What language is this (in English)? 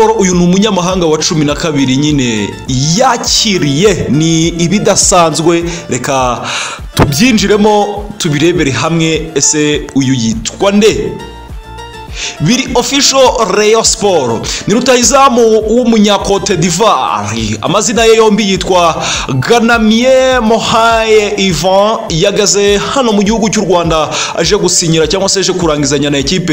Kinyarwanda